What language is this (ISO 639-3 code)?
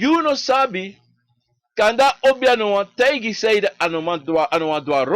srn